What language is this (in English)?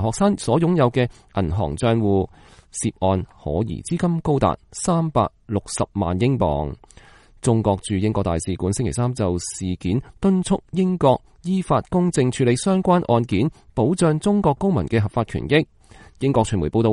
Cantonese